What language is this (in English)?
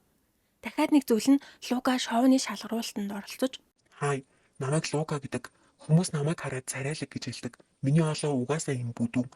Mongolian